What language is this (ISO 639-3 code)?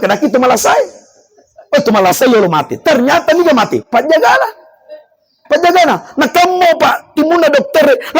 bug